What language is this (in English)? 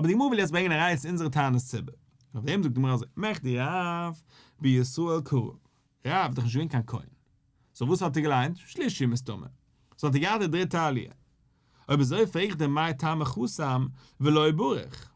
Yiddish